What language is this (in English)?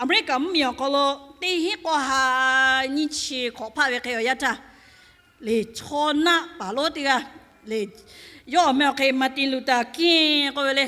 Lahu